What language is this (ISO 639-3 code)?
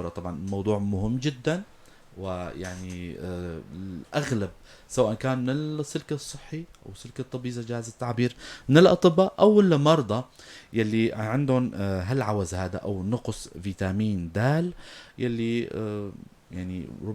apc